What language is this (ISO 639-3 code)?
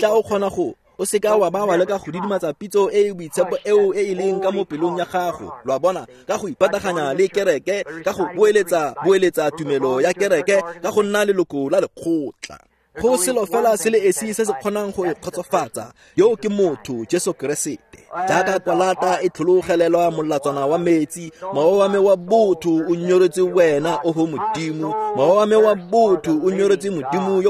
tsn